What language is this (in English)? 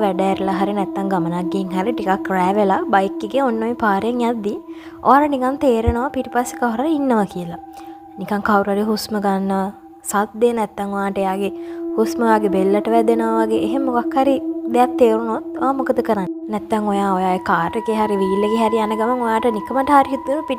Sinhala